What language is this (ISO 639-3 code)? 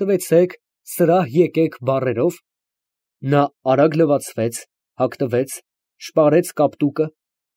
hye